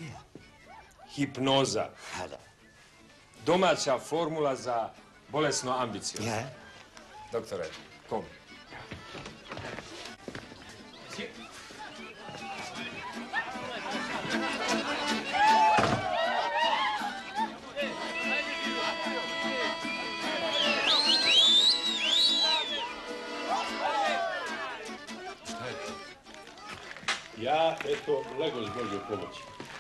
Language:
Croatian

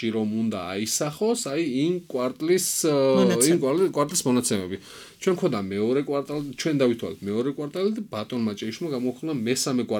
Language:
Georgian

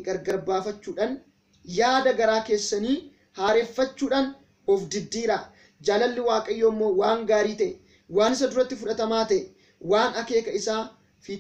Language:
Oromo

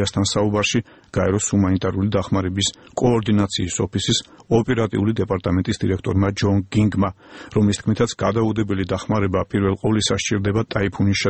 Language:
Georgian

